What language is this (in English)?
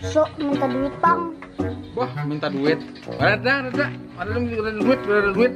Banjar